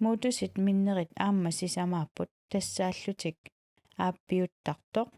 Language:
Kalaallisut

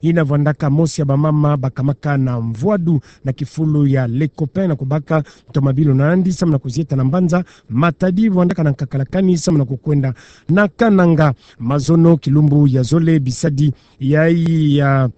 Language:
Kituba (Democratic Republic of Congo)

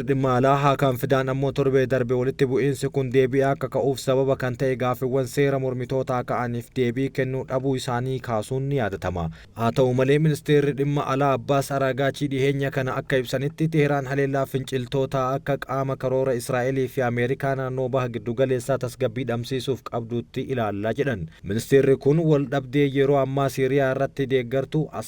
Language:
Oromo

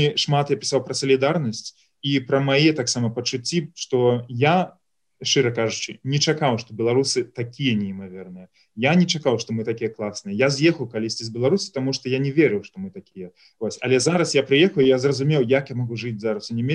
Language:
Belarusian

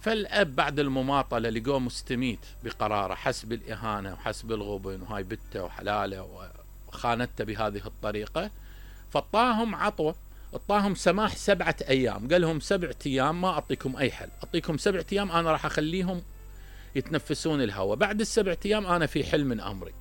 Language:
Mesopotamian Arabic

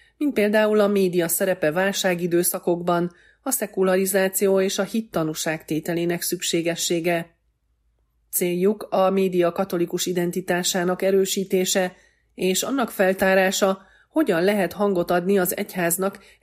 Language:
Hungarian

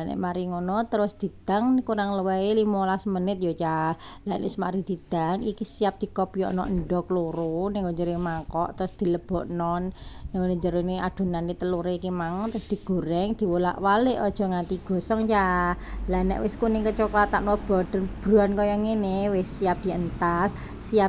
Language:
Javanese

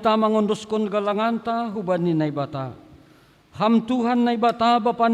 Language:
Batak Simalungun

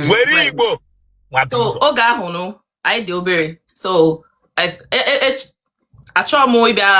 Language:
Igbo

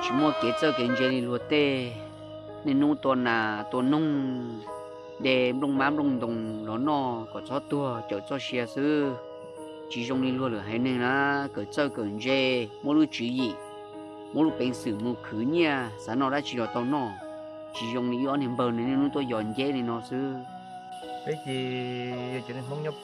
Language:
Hmong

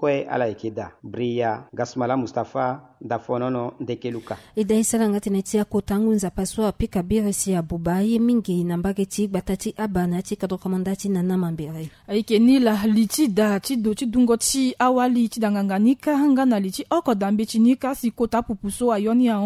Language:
Sango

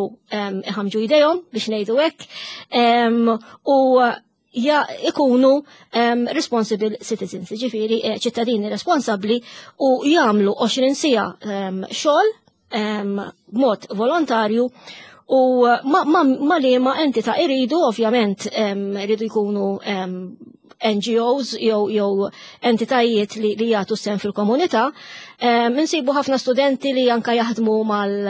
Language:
Maltese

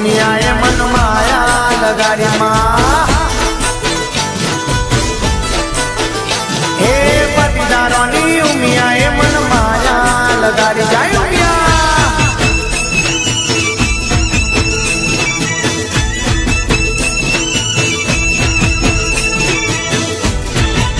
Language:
Gujarati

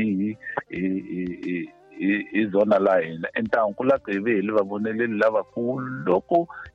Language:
Tsonga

